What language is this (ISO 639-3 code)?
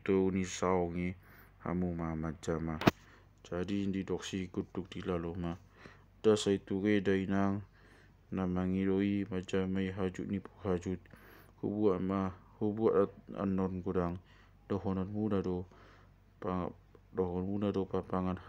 bbc